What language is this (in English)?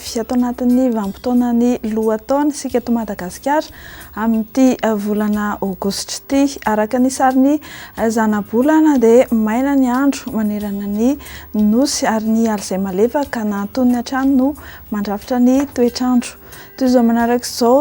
Malagasy